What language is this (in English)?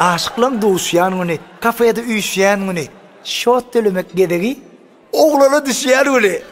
Turkmen